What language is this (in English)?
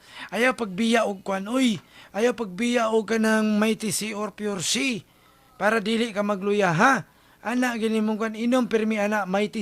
Cebuano